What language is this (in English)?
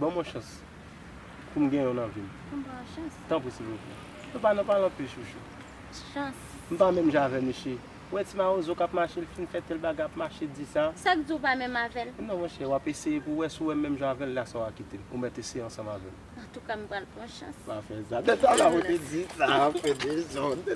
Haitian Creole